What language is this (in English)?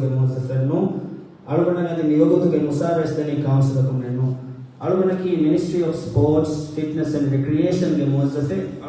Divehi